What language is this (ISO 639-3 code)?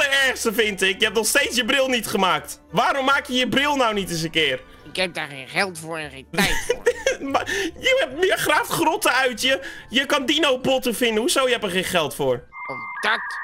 nld